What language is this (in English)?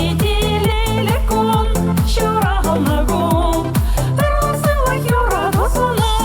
Chuvash